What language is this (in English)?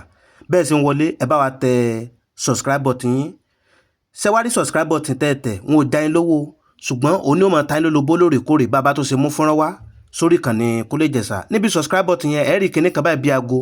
Yoruba